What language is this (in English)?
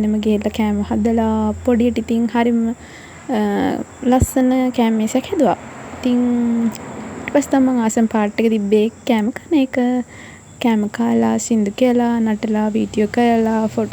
Sinhala